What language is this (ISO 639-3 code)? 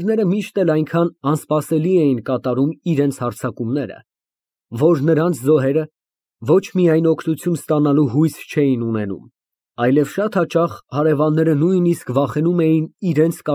hye